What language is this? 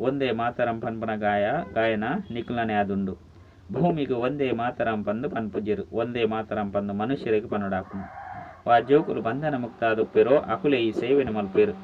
Tulu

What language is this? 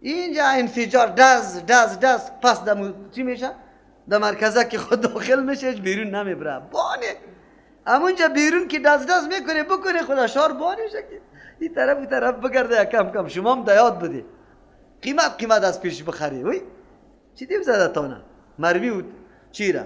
Persian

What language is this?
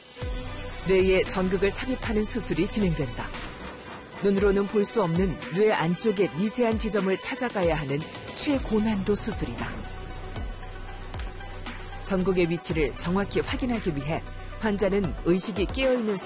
Korean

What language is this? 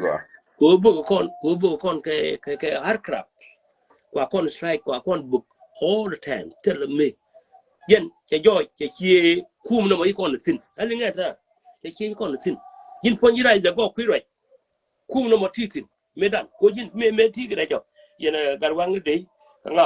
Nuer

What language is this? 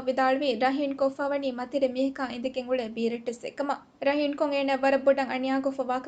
Divehi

